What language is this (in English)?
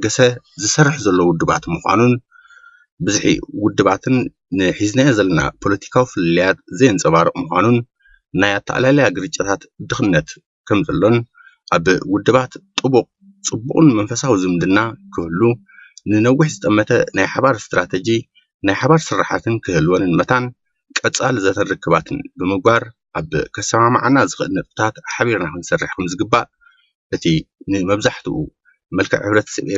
Tigrinya